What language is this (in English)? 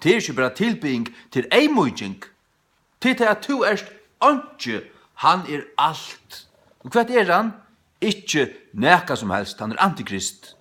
Faroese